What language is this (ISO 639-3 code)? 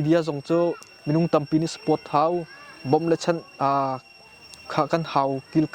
cnh